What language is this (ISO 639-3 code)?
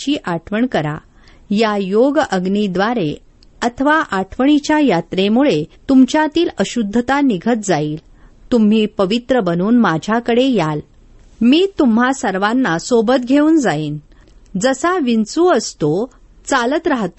mar